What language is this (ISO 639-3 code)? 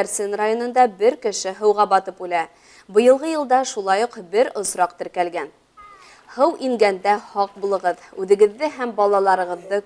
bak